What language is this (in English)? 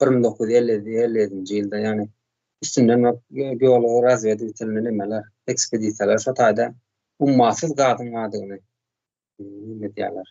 Turkmen